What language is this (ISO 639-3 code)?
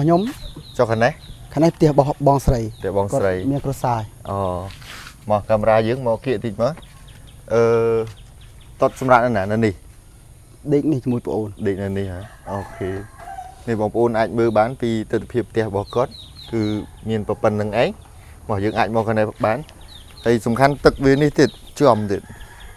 khm